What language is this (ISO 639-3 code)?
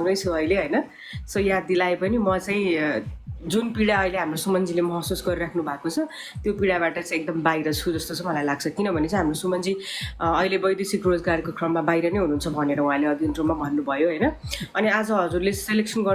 nep